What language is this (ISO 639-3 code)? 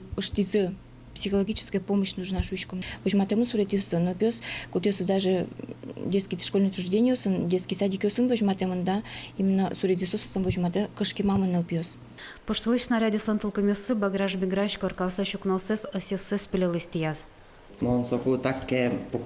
udm